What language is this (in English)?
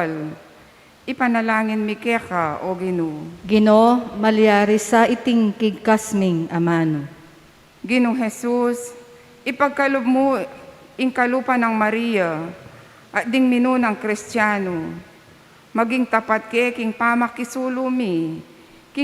Pampanga